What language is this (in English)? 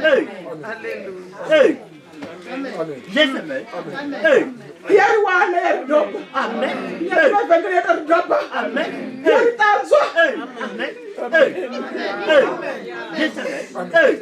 Venda